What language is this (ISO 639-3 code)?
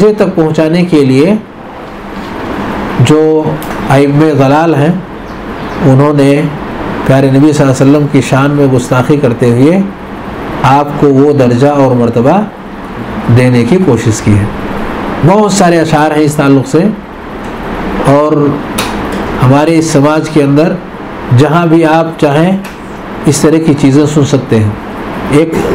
urd